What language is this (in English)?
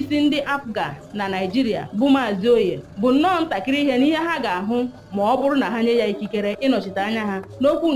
Igbo